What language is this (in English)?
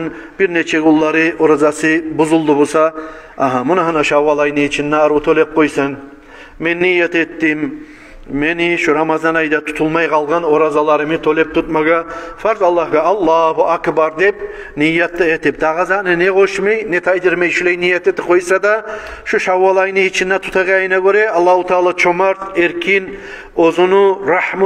Kumyk